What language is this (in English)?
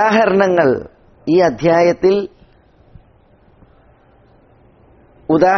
Malayalam